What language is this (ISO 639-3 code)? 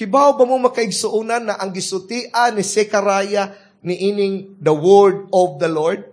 ceb